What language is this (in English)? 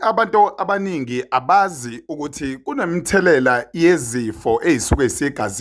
Zulu